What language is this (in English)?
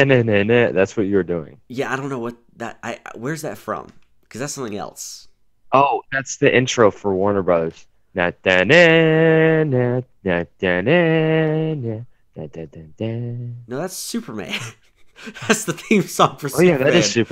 English